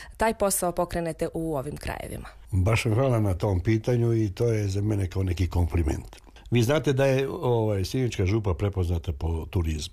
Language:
Serbian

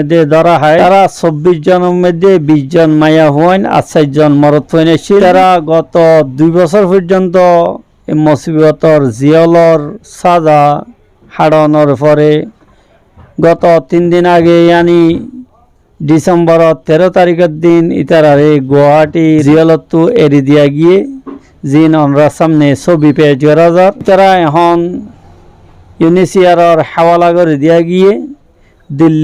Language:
Rohingya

